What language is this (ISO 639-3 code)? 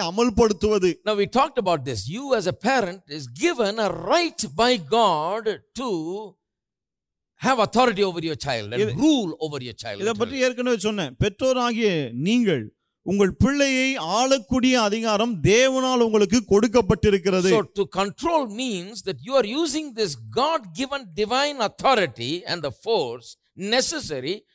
tam